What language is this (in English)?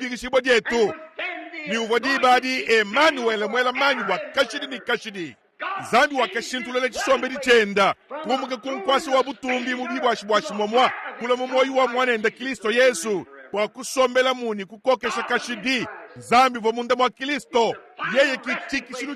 Luba-Lulua